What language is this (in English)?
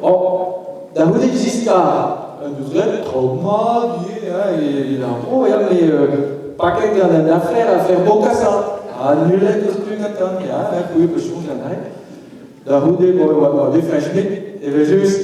Breton